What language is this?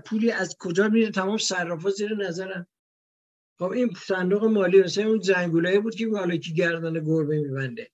Persian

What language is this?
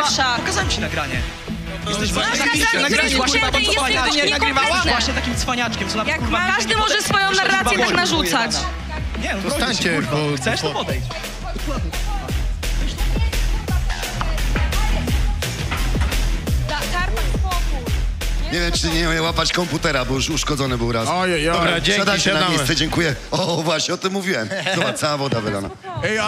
Polish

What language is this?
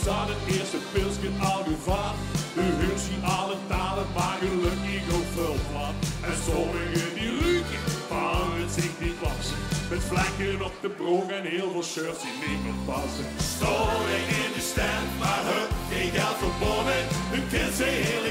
Limburgish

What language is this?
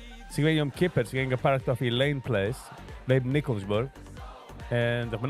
Yiddish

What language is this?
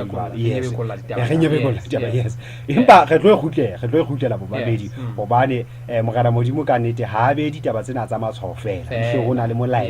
Southern Sotho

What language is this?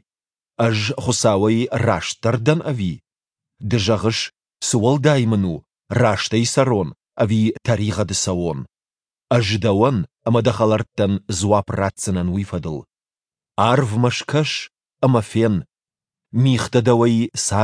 Ossetic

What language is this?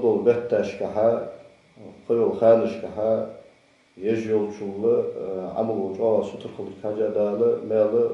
Ingush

